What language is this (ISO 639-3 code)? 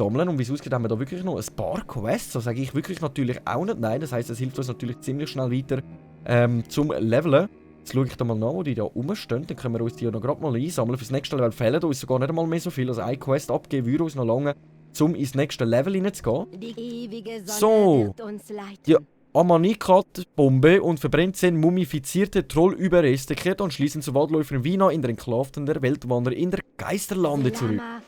gsw